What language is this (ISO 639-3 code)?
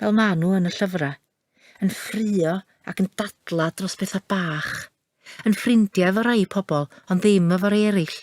cym